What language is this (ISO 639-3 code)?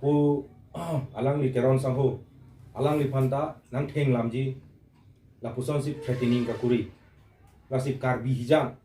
mjw